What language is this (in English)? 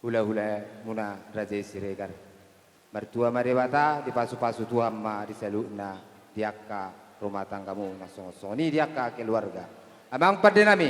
Batak Toba